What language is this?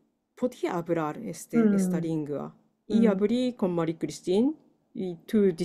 Ladino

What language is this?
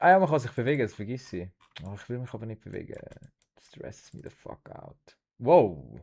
Swiss German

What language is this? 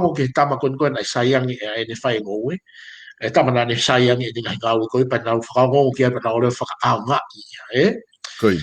Tongan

